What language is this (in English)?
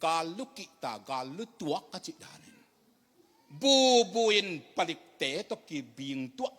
Tedim Chin